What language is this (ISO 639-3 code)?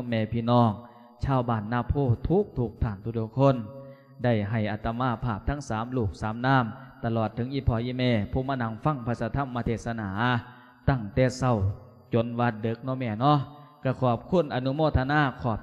lao